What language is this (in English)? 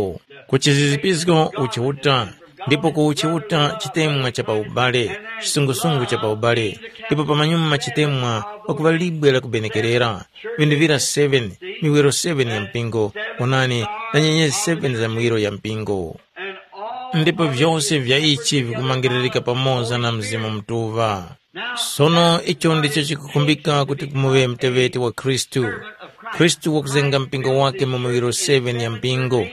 Tumbuka